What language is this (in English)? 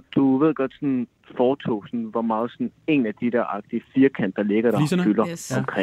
Danish